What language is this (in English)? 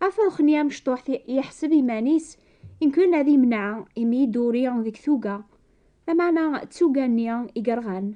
Kabyle